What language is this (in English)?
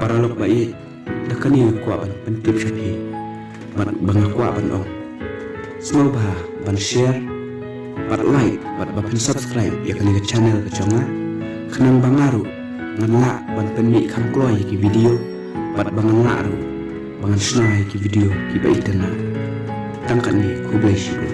Khasi